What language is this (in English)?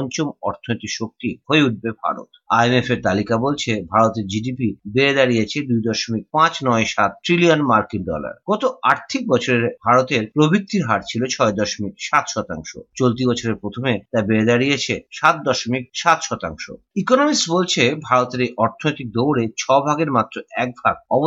Bangla